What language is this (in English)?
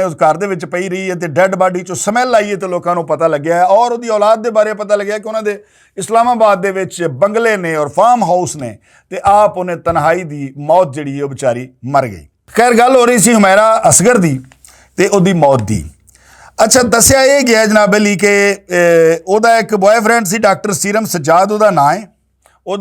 Western Panjabi